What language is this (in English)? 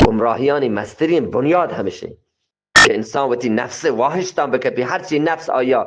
Eastern Balochi